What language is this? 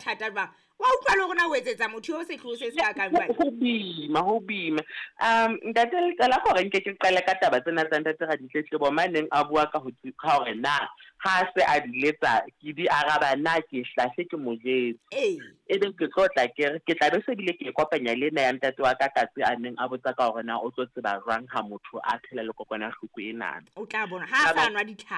Southern Sotho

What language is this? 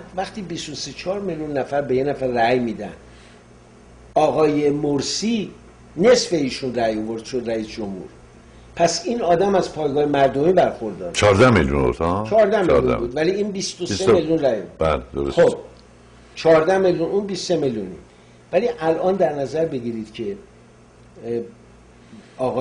Persian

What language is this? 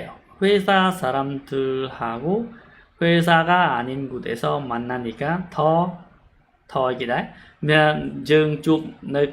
Khmer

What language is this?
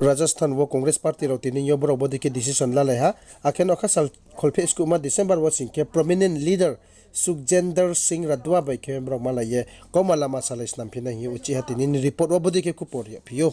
Riang (India)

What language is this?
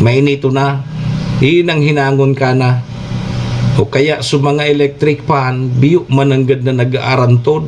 Bikol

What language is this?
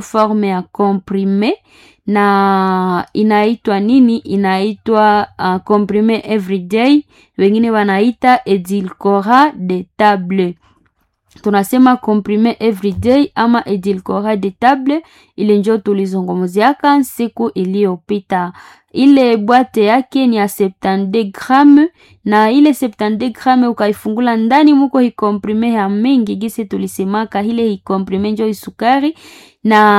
Swahili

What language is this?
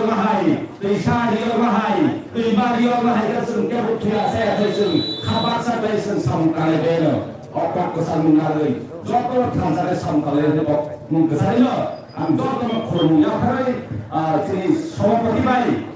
Kok Borok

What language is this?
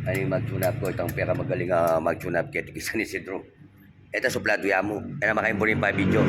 Pampanga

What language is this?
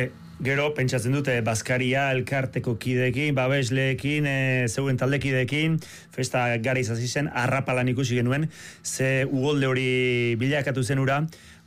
Basque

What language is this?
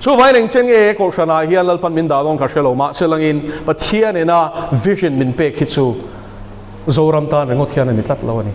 Mizo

